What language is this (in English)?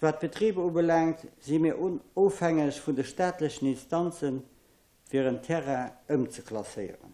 Luxembourgish